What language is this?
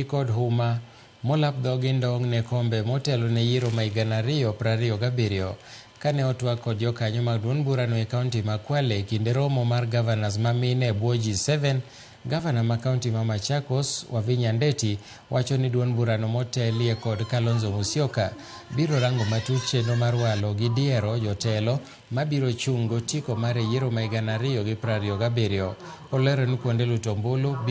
Luo (Kenya and Tanzania)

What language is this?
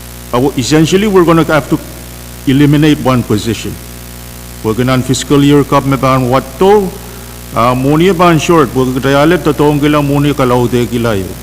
Pohnpeian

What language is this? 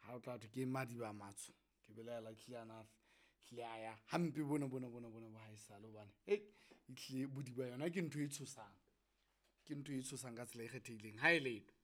Southern Sotho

